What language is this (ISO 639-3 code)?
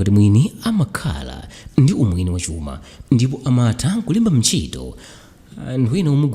nya